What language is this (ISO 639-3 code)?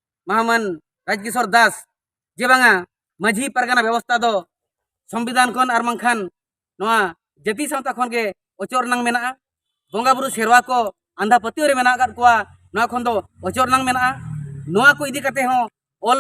sat